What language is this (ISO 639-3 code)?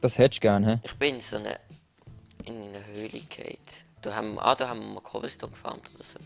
gsw